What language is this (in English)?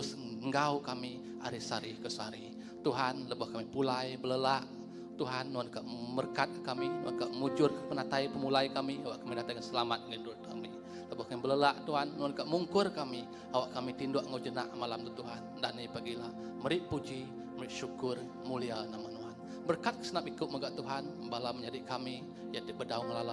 Iban